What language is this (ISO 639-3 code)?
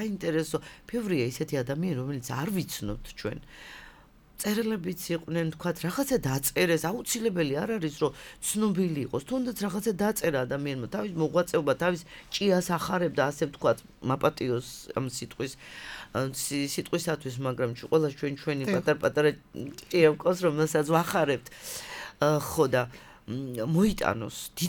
kat